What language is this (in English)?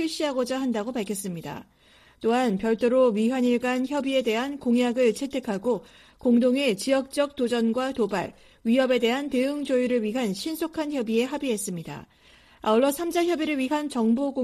Korean